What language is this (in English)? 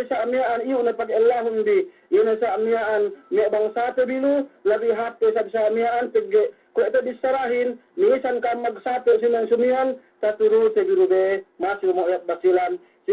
Yakan